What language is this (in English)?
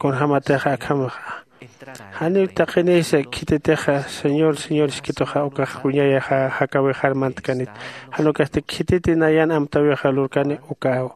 Aymara